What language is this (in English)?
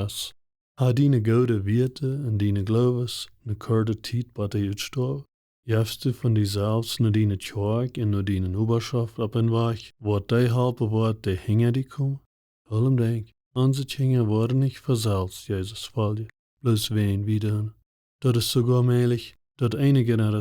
Plautdietsch